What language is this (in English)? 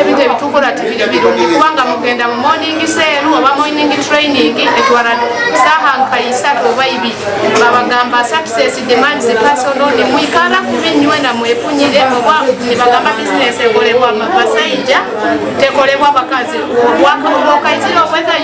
Ganda